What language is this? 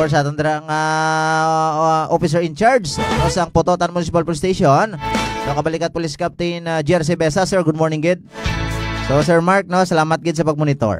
Hiligaynon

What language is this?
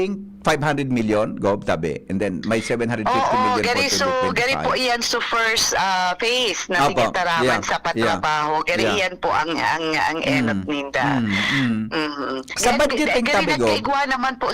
Bikol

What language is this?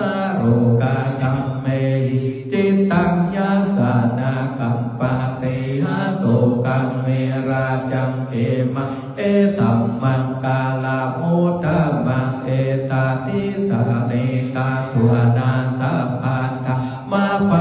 Pali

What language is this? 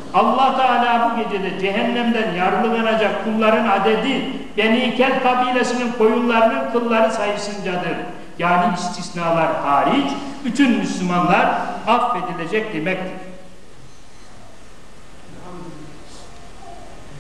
Turkish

